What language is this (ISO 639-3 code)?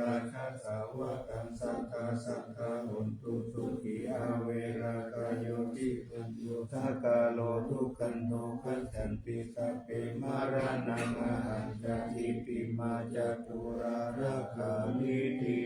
pli